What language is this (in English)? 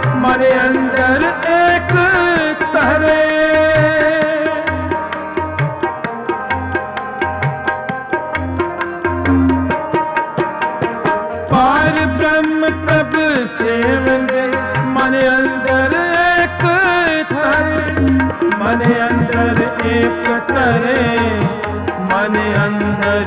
Punjabi